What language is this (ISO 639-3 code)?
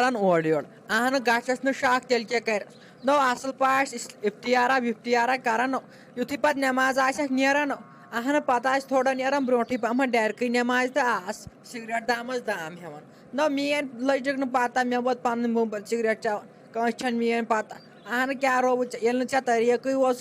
kas